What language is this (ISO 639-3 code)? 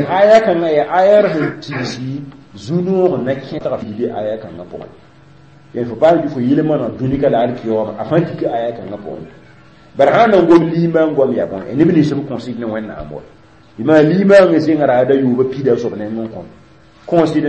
mos